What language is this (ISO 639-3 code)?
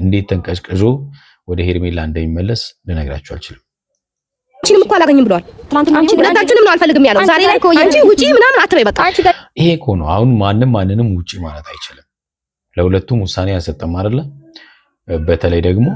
amh